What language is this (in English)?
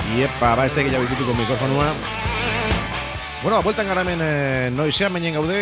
Basque